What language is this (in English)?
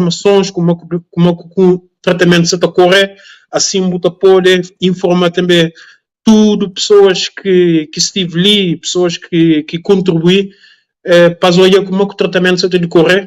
Kabuverdianu